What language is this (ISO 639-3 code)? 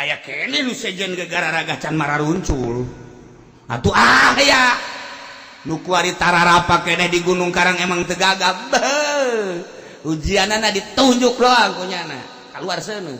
sun